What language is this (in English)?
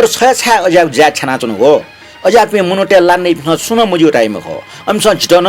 Newari